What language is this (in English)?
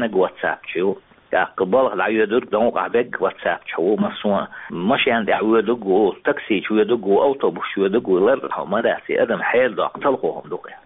Chechen